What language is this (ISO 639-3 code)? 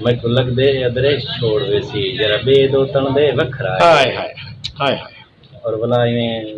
skr